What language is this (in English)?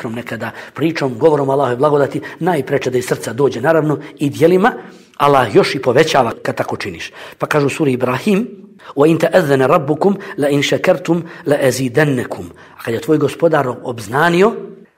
Bosnian